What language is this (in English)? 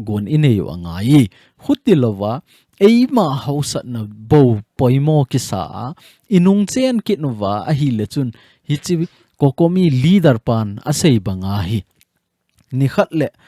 Thado Chin